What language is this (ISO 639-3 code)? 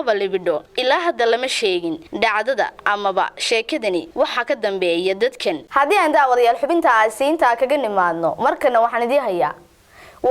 som